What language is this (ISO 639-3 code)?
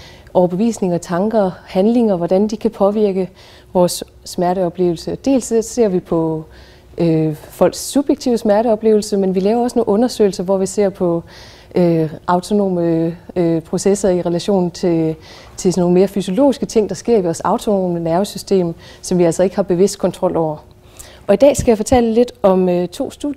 dan